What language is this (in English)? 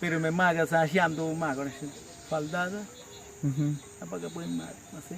Awa-Cuaiquer